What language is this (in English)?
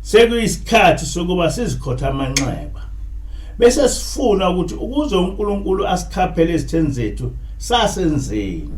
Zulu